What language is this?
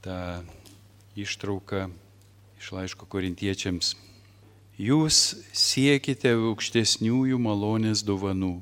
Lithuanian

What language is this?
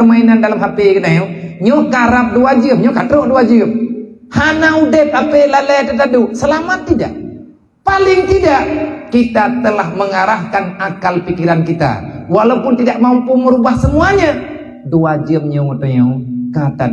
Achinese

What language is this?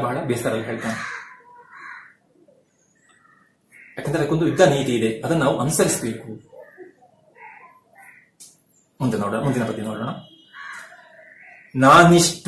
Kannada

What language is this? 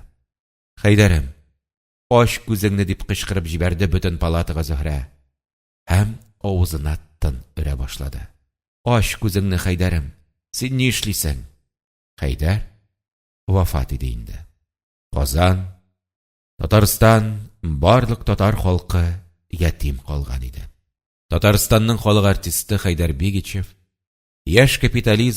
Tatar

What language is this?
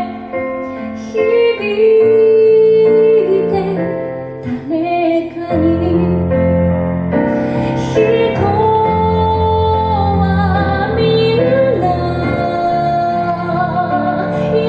Japanese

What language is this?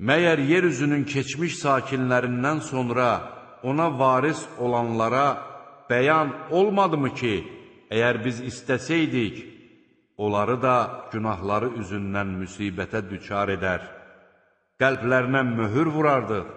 Azerbaijani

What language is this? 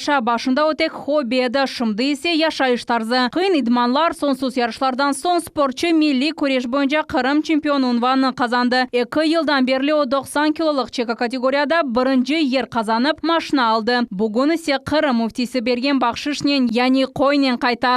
Crimean Tatar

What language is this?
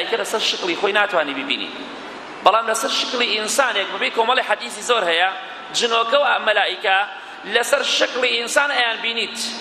Central Kurdish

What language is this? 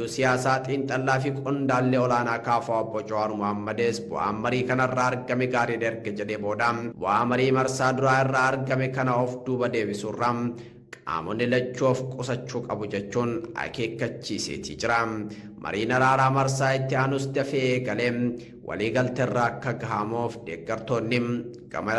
Oromo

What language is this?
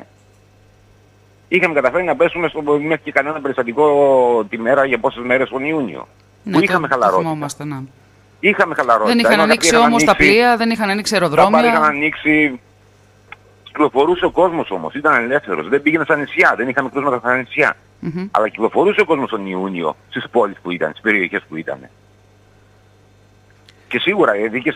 Greek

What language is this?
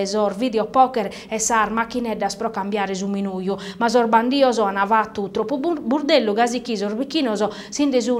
Sardinian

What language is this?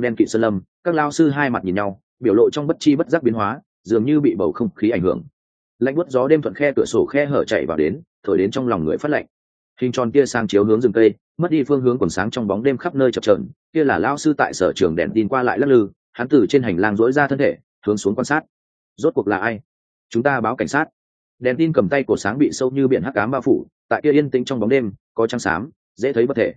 Vietnamese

